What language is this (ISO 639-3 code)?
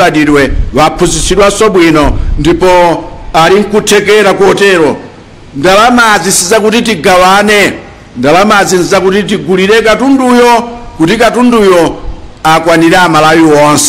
nya